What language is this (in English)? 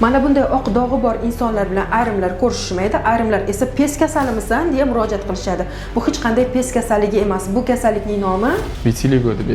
Uzbek